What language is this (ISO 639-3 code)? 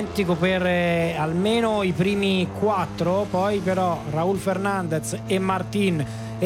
ita